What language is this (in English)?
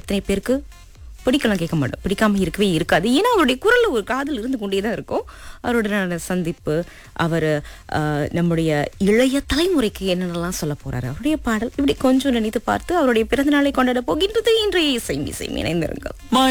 Tamil